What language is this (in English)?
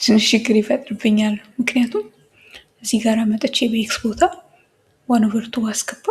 Amharic